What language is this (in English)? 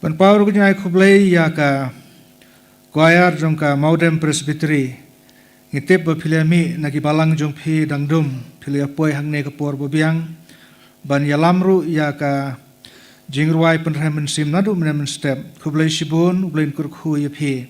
Khasi